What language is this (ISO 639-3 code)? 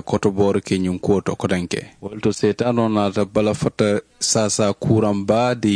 man